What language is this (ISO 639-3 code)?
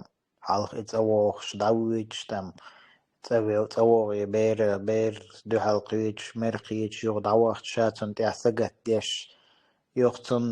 che